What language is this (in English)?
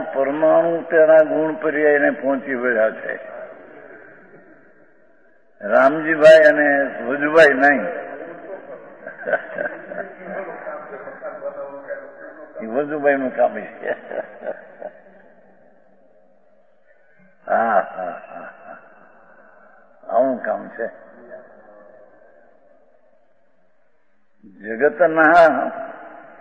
Gujarati